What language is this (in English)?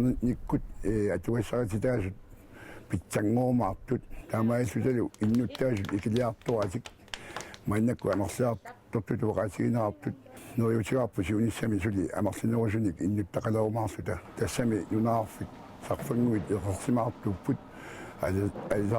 Kalaallisut